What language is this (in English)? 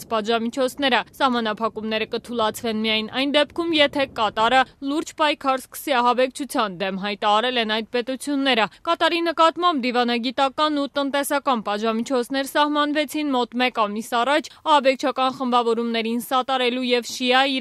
Armenian